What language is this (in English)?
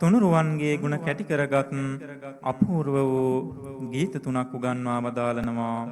Sinhala